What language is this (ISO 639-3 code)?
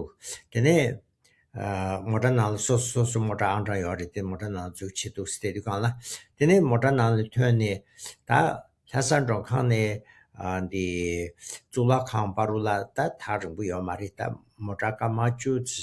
bod